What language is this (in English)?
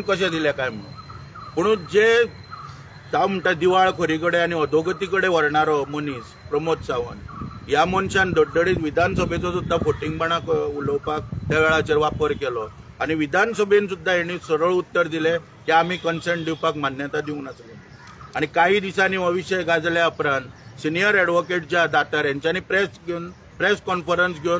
Konkani